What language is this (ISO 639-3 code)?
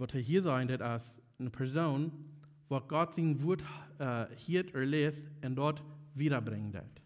pdt